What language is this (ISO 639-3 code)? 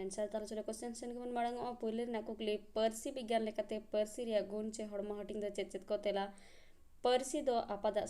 sat